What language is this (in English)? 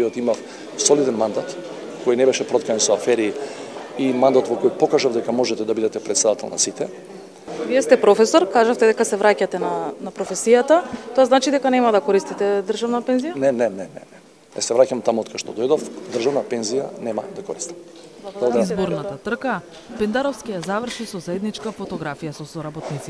Macedonian